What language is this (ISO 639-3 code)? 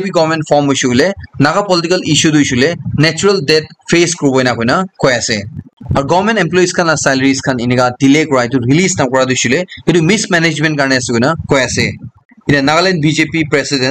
nag